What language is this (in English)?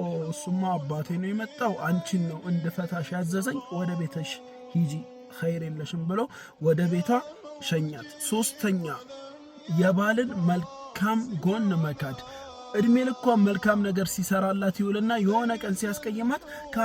Amharic